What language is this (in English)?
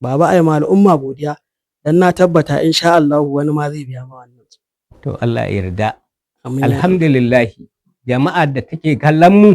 Hausa